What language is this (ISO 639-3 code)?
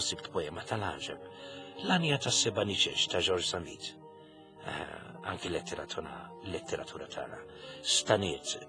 mlt